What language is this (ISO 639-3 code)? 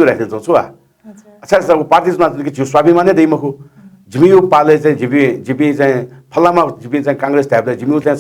new